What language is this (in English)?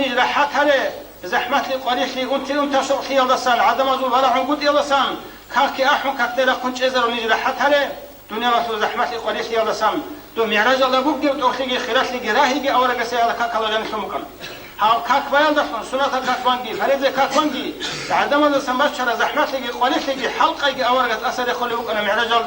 Avaric